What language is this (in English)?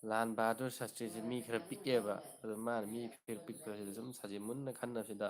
Manipuri